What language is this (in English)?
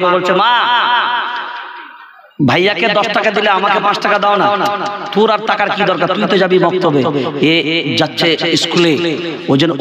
Bangla